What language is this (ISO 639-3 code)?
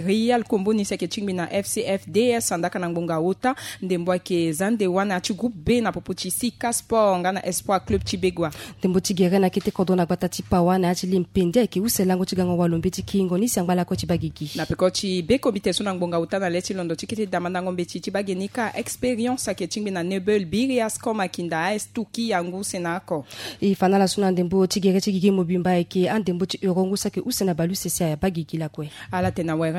sag